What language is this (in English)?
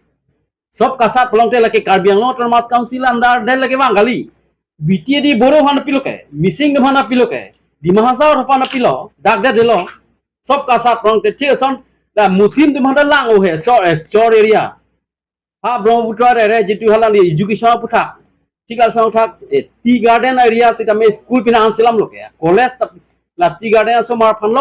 Karbi